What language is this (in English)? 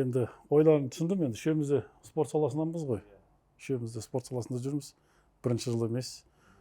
Kazakh